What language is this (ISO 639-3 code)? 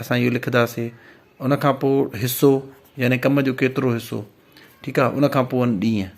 snd